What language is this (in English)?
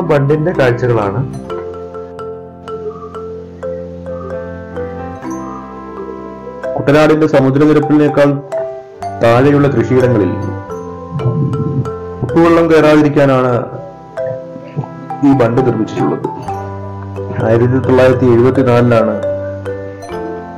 Malayalam